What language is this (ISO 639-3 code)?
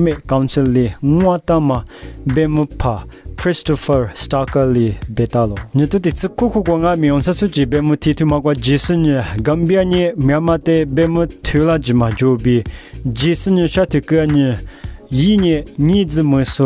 lis